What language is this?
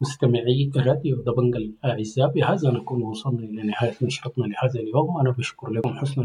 Sudanese Arabic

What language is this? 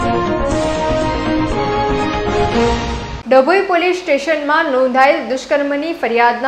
Gujarati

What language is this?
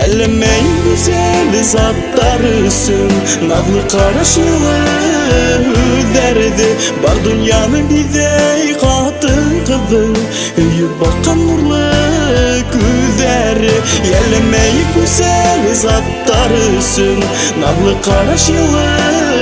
Bashkir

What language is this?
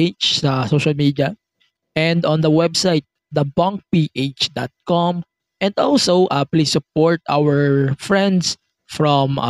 Filipino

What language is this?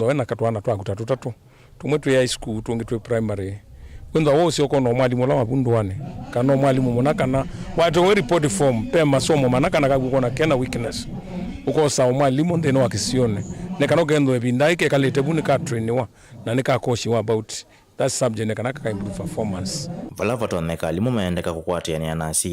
Kamba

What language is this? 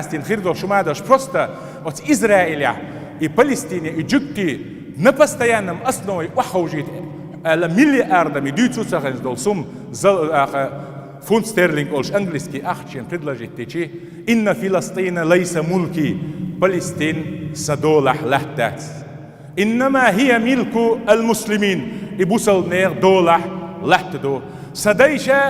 Chechen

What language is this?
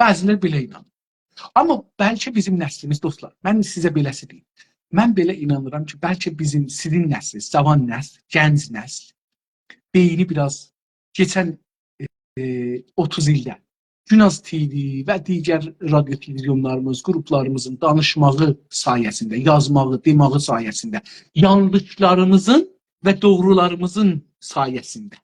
South Azerbaijani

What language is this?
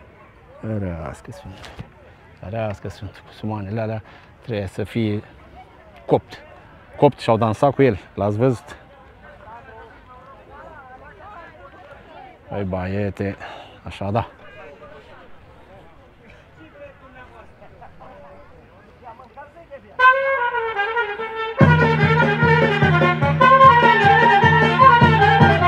Romanian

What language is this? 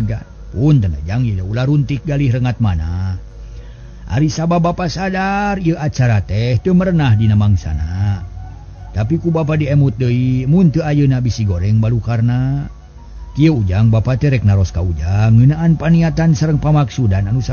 Sundanese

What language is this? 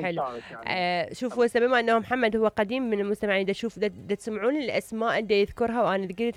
Mesopotamian Arabic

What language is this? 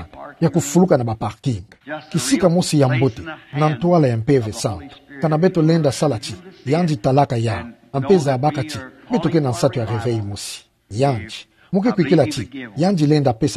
Kituba (Democratic Republic of Congo)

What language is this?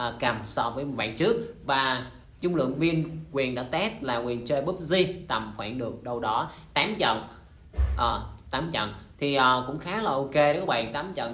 Vietnamese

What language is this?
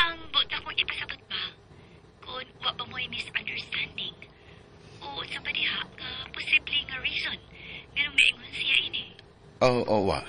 Cebuano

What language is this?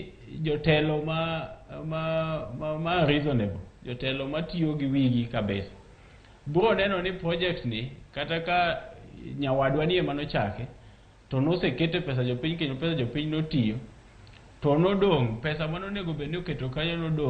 Luo (Kenya and Tanzania)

